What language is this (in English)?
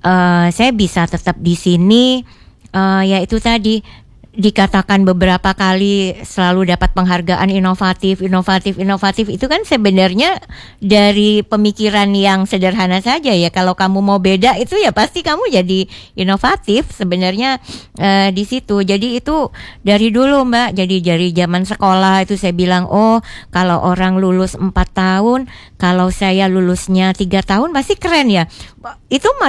Indonesian